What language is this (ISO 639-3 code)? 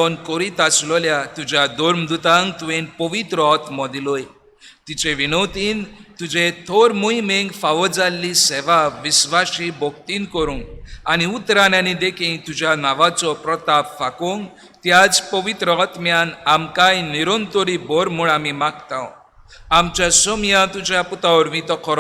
kok